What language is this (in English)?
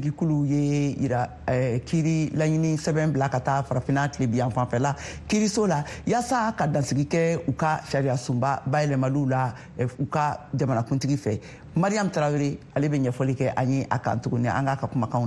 Bambara